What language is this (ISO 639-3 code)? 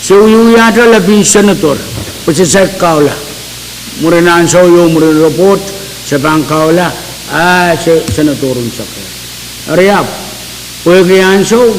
pon